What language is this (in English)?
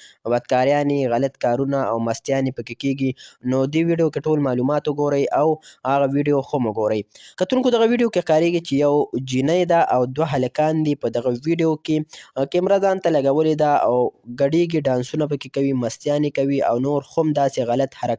Pashto